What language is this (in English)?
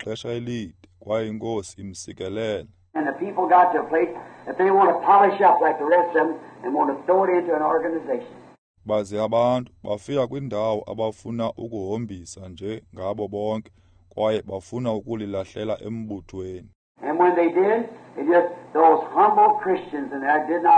Xhosa